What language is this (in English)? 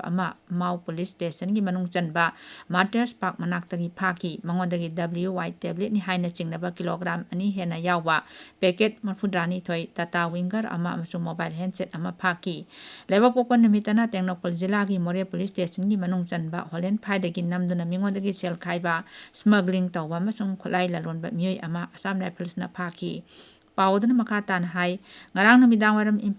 Manipuri